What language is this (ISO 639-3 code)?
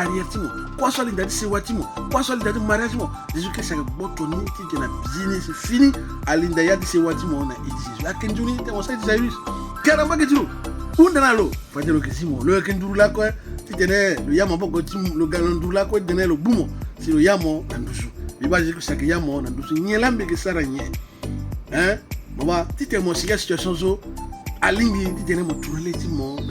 sag